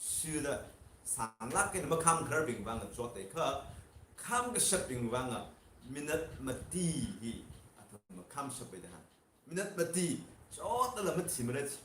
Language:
Tangkhul Naga (India)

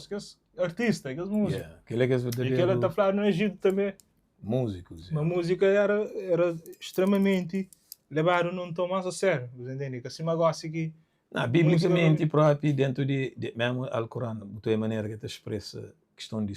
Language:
Kabuverdianu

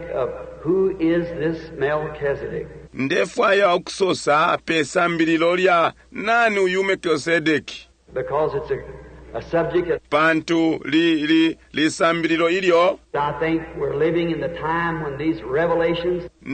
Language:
Bemba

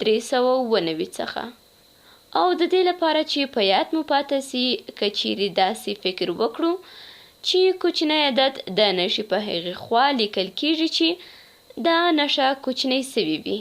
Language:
Pashto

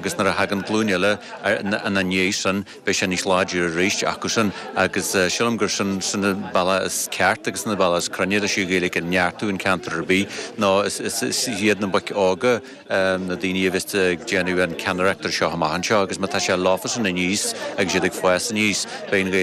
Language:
Irish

